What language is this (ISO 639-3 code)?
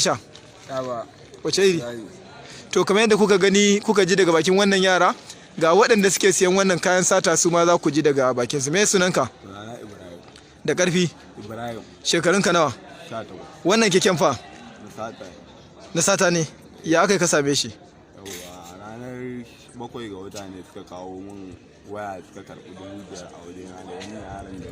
hau